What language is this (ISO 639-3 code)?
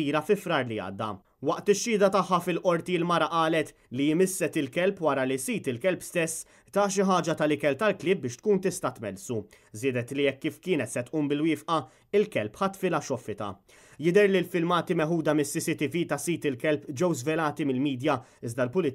mlt